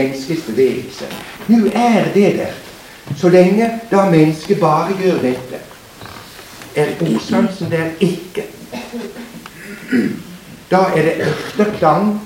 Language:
Norwegian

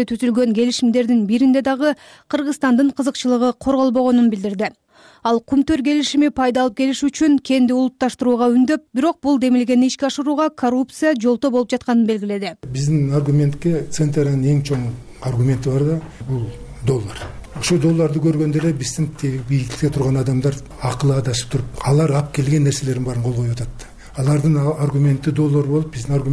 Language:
Kyrgyz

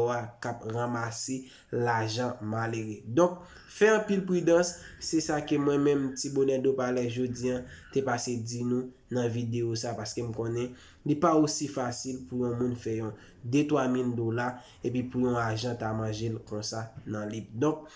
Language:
Haitian Creole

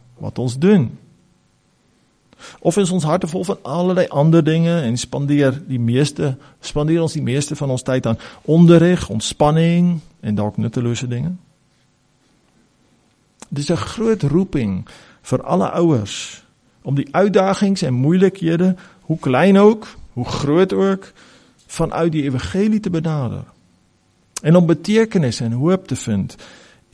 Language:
Afrikaans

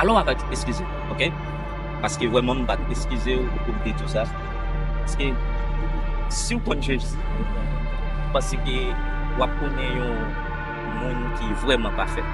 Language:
Haitian Creole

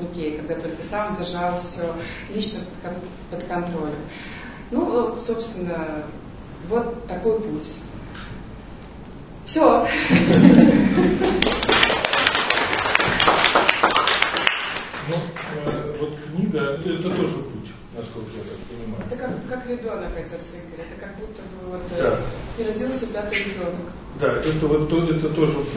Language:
Russian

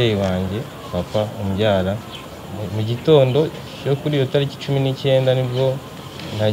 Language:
Kinyarwanda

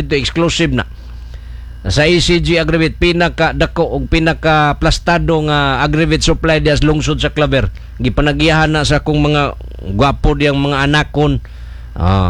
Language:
Cebuano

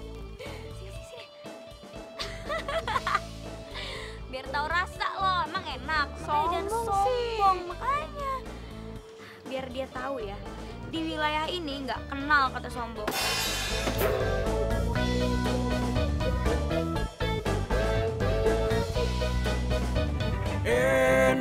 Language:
Indonesian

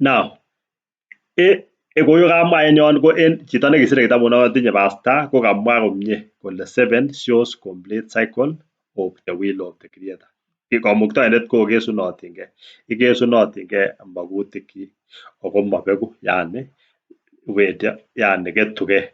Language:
Kalenjin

